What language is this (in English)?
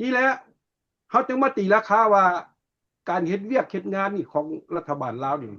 Lao